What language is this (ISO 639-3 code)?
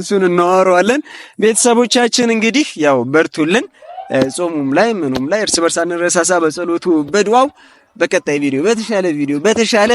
amh